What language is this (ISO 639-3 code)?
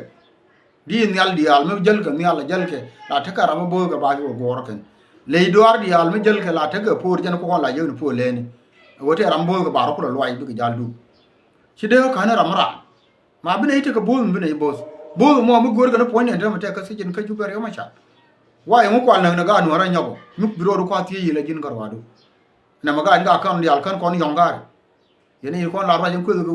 nus